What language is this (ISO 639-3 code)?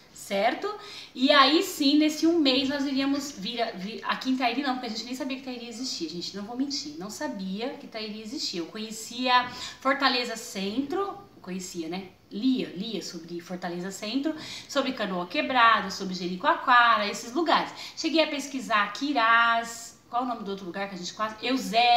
por